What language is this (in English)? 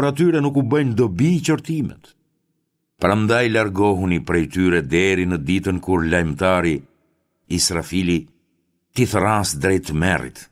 Albanian